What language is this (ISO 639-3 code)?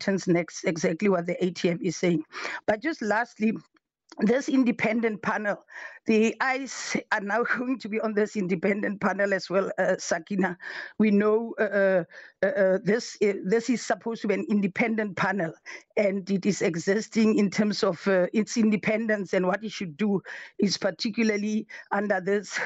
eng